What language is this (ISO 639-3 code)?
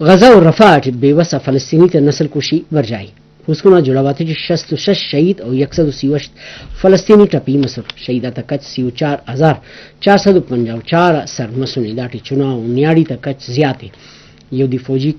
brh